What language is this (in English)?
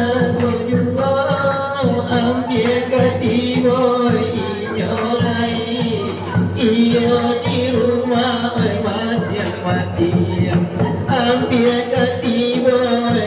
Minangkabau